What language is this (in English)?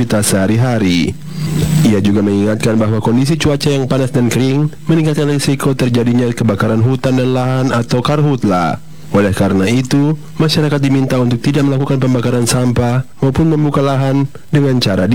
Indonesian